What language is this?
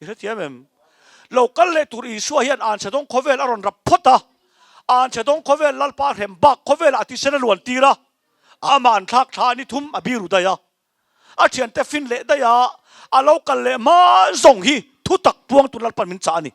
Mizo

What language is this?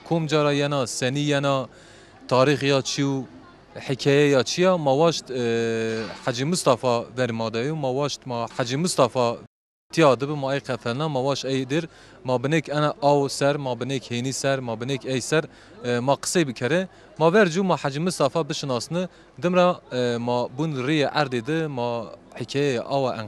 Zaza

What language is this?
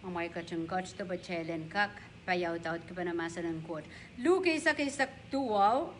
Pohnpeian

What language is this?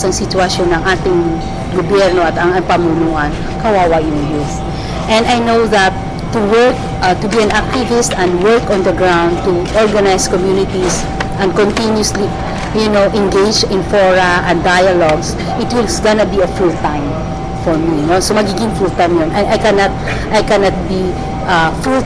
Filipino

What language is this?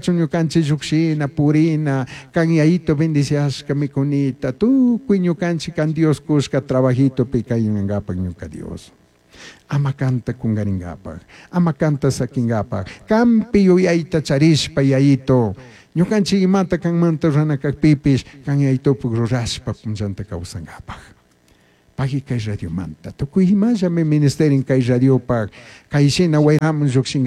Chimborazo Highland Quichua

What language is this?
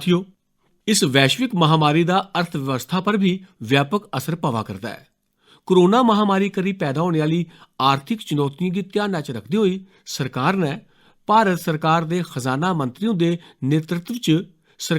Dogri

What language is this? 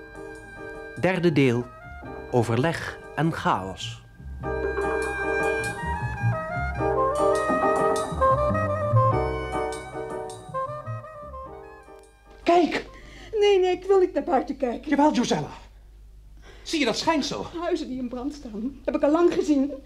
Dutch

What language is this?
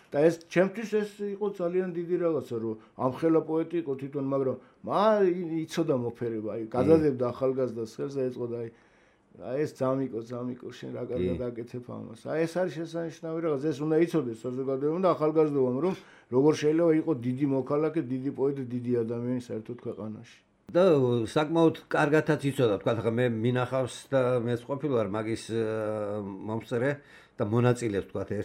Georgian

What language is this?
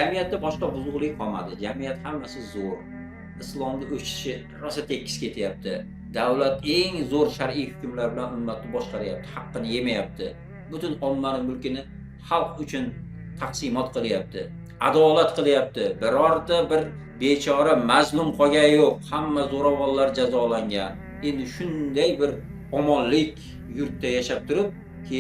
Uzbek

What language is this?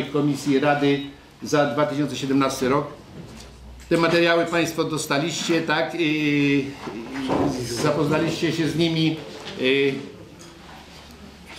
Polish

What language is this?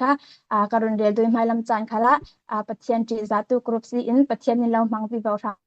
Falam Chin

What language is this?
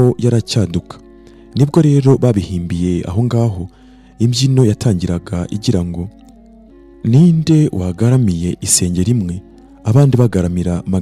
Kinyarwanda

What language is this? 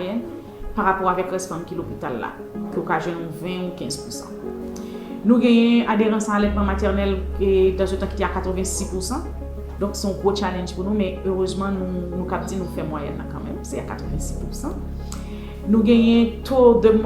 Haitian Creole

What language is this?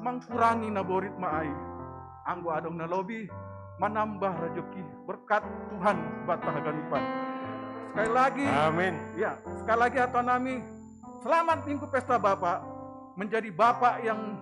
Batak Simalungun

